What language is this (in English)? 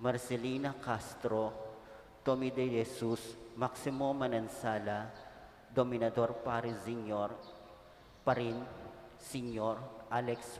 Pampanga